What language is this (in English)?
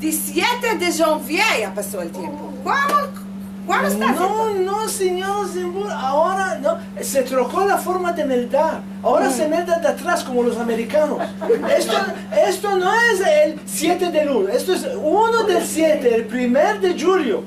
Ladino